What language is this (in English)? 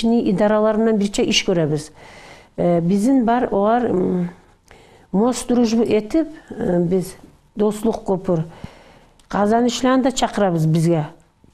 Kumyk